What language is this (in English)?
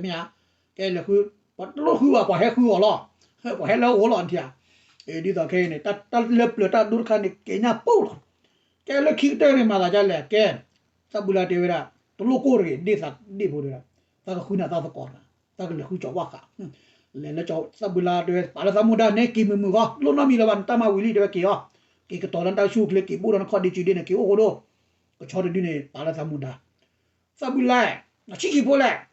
S'gaw Karen